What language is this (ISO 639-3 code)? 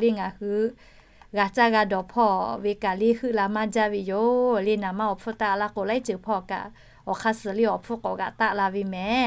lhu